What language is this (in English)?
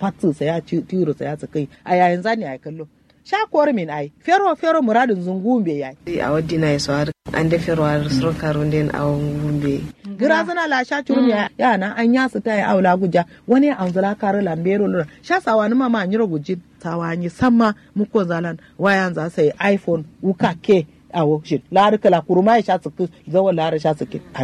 Kanuri